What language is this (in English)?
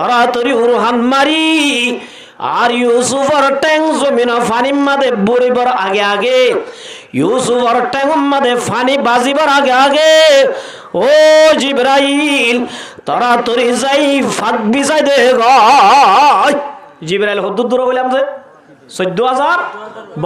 Rohingya